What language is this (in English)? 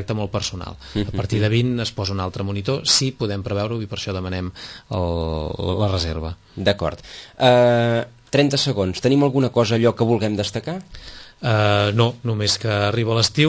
Catalan